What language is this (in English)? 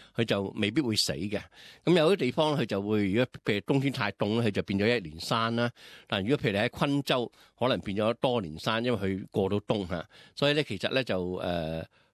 Cantonese